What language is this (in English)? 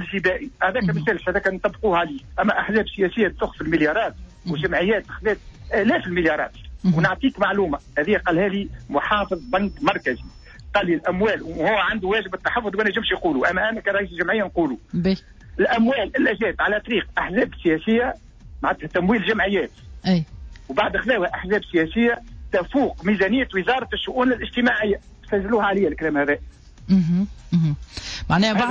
Tunisian Arabic